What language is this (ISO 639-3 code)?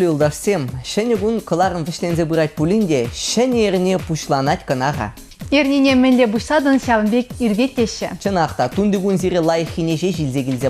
chv